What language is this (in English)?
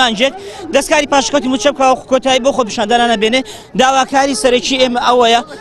Central Kurdish